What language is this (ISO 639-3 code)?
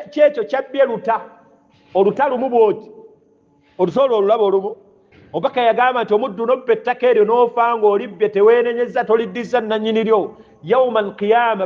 lug